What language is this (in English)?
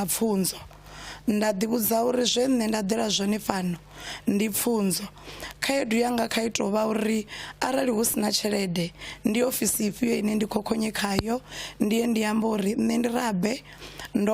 Venda